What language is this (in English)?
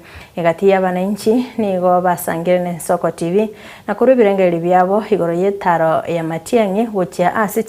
Gusii